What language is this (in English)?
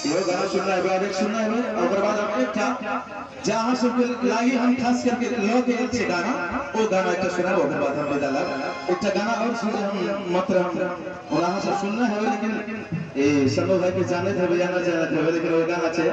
Maithili